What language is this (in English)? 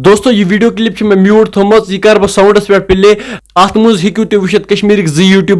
Kashmiri